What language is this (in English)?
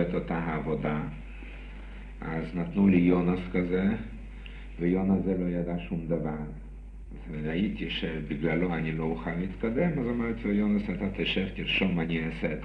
Hebrew